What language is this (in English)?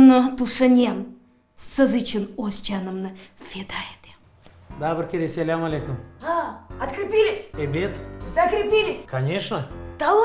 Crimean Tatar